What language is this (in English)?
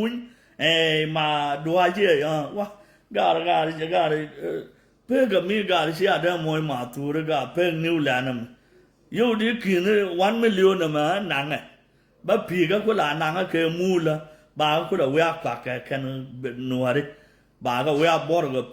Nuer